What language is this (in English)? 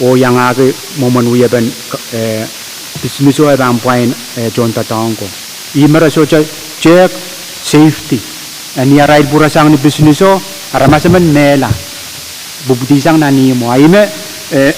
Pohnpeian